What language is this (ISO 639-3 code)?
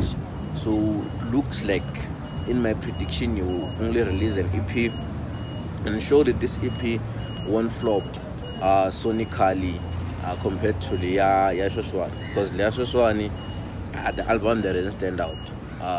tso